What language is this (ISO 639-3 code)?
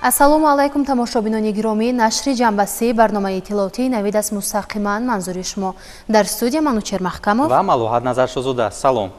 tgk